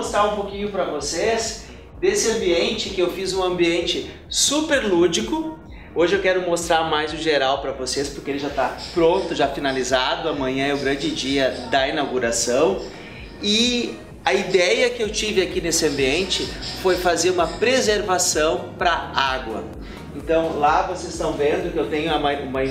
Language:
Portuguese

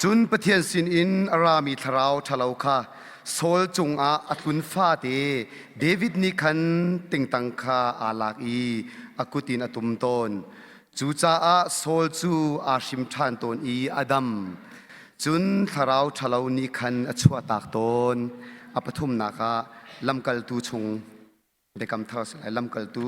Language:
Hakha Chin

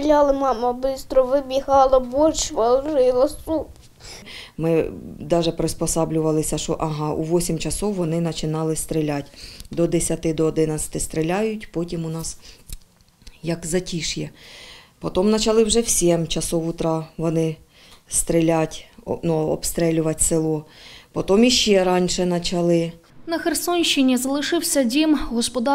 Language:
Ukrainian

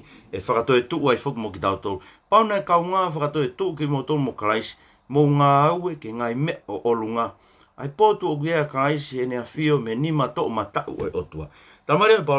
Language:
Tongan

